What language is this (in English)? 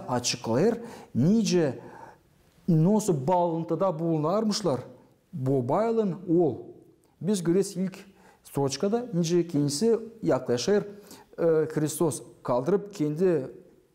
Gagauz